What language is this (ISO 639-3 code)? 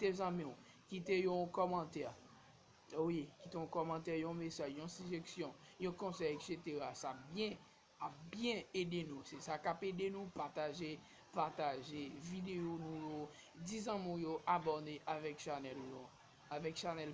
hat